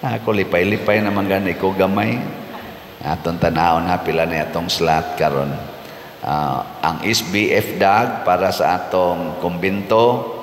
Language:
Cebuano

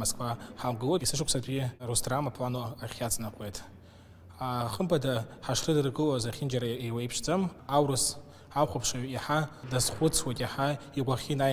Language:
Abkhazian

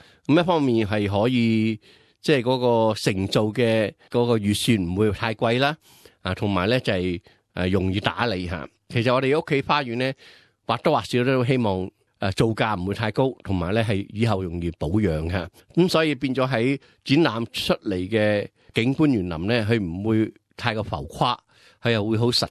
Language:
Cantonese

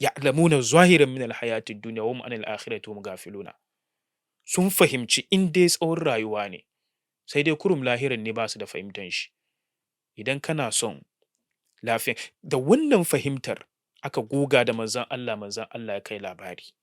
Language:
Hausa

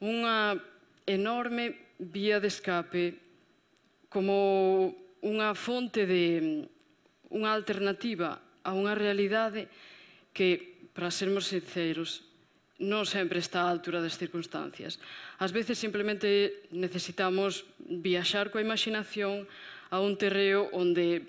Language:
Galician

